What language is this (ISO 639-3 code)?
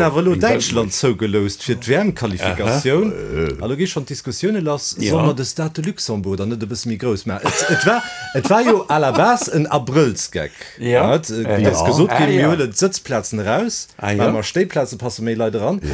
ltz